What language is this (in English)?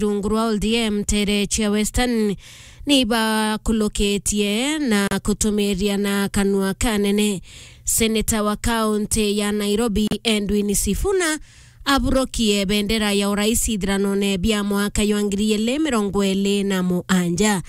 Meru